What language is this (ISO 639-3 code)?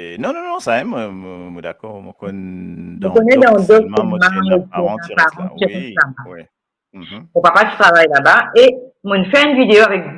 mfe